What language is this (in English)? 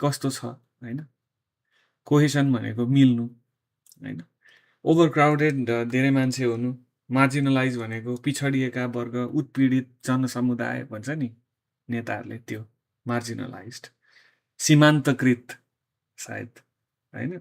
Nepali